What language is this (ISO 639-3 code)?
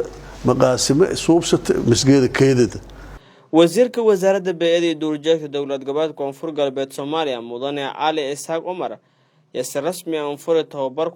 som